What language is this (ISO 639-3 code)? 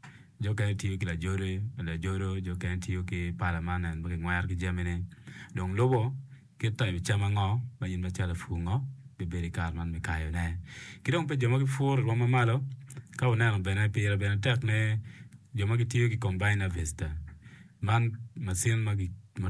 ach